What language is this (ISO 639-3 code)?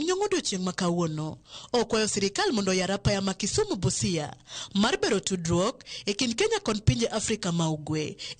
luo